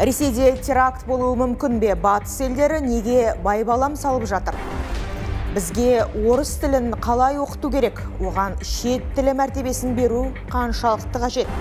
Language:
Kazakh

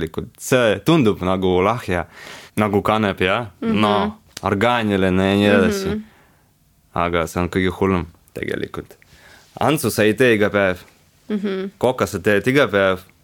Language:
Estonian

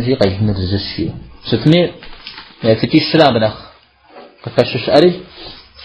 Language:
Kabardian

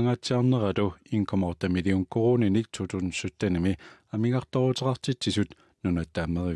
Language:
Kalaallisut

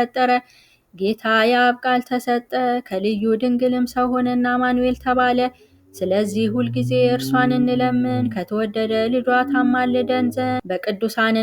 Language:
Amharic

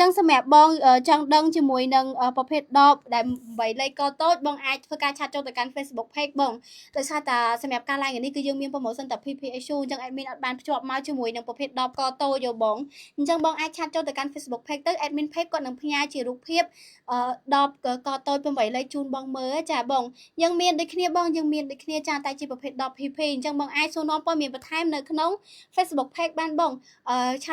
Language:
Khmer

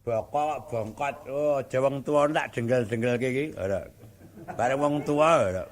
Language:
Javanese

